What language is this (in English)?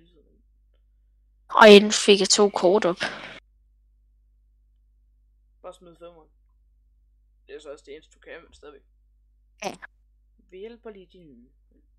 Danish